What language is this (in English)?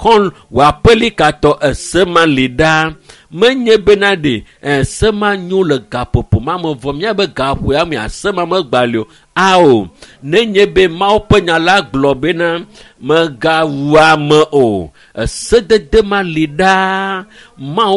Ewe